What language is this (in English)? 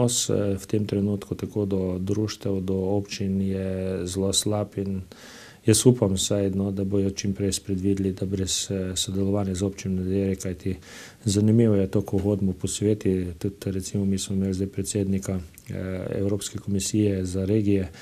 Slovenian